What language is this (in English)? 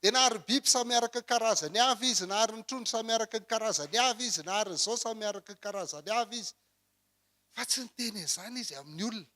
Malagasy